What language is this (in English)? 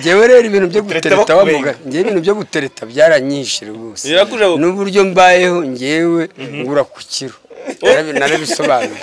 Kinyarwanda